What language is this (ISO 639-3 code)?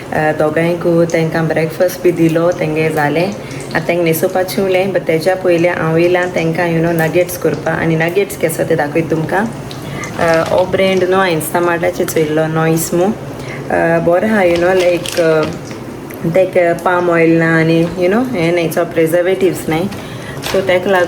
kok